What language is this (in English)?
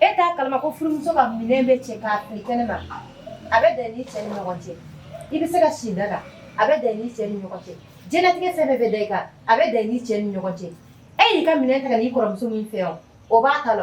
Bambara